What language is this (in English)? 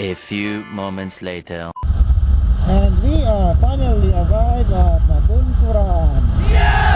Cebuano